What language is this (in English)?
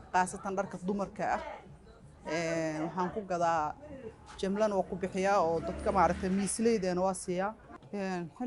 Somali